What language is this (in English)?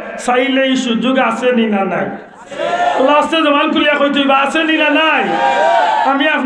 Sylheti